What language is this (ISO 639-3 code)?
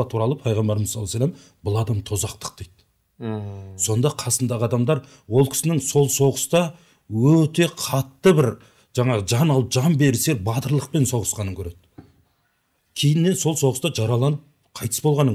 kaz